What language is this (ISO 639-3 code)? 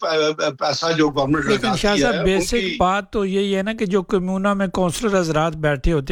urd